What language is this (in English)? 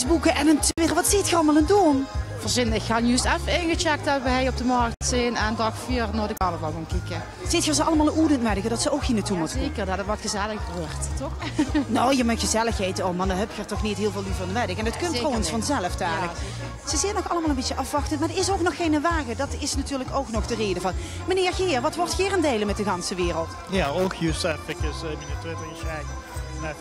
Limburgish